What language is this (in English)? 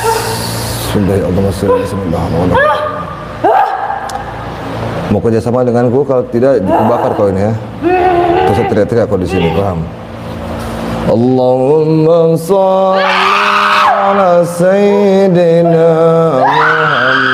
Indonesian